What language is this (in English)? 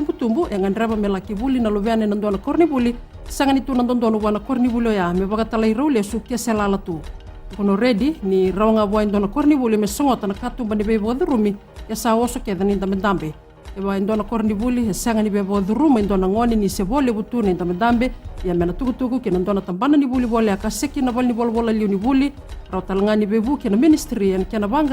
Fijian